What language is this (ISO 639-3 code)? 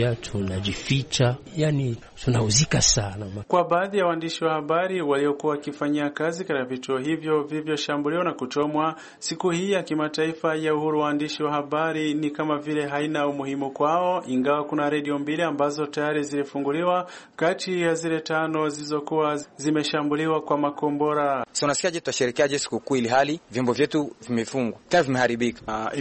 swa